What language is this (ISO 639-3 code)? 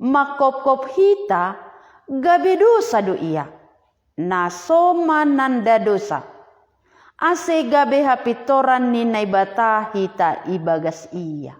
bts